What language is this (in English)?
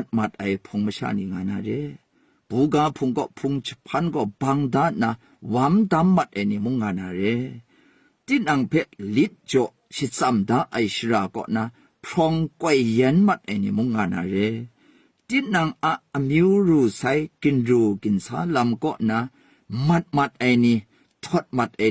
Kachin